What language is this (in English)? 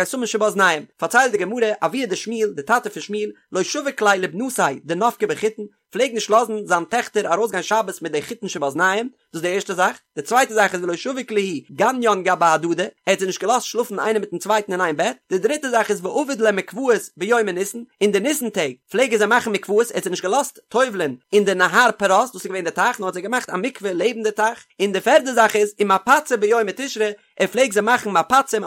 Yiddish